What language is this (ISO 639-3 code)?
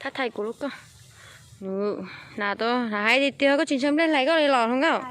hmn